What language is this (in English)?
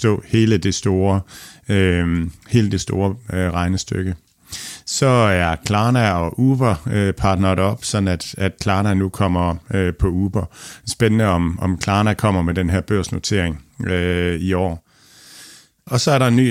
Danish